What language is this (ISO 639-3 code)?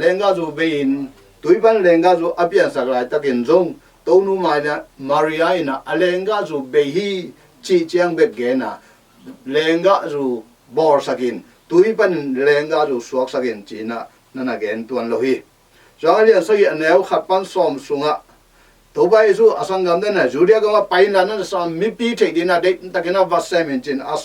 ctd